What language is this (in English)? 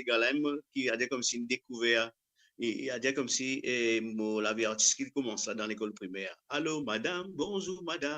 Morisyen